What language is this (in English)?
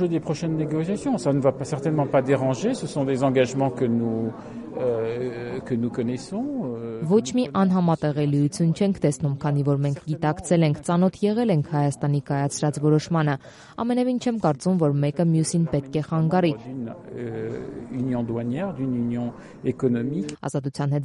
Armenian